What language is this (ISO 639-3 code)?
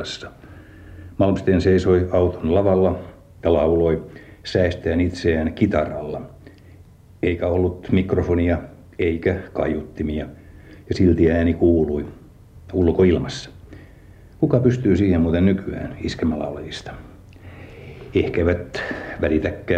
fin